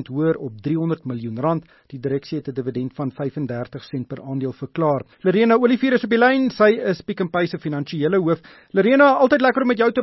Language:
Afrikaans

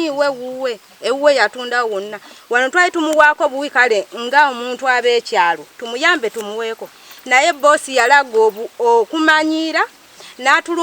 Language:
Ganda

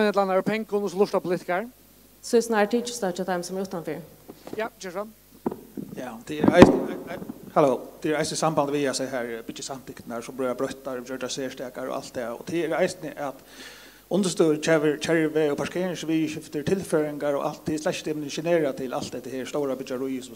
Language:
Faroese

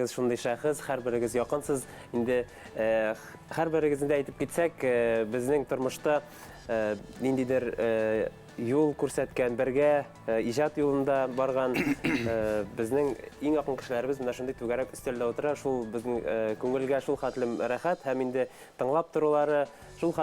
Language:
Bashkir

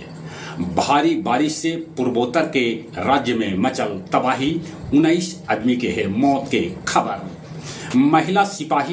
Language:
Magahi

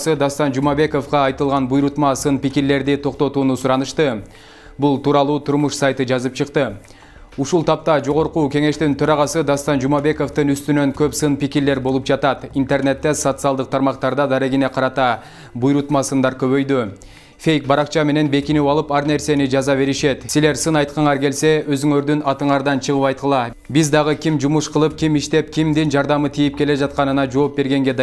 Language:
Kyrgyz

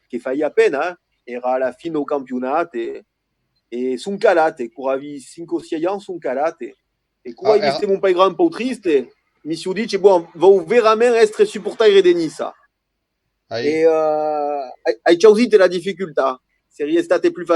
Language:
Occitan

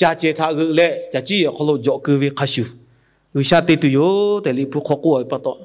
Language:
Lahu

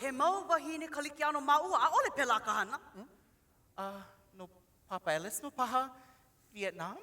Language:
Hawaiian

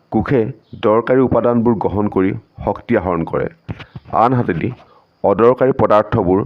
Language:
Assamese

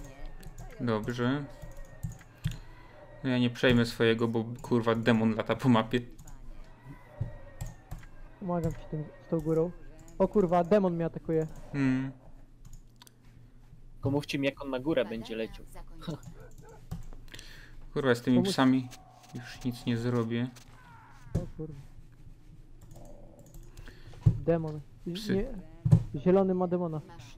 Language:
Polish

